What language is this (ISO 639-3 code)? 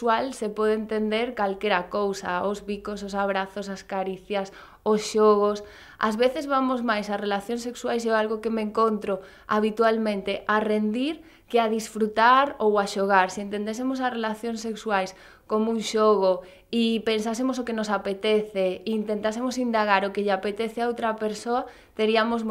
glg